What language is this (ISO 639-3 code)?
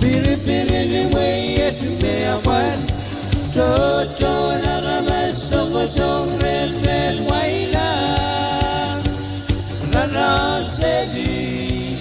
pon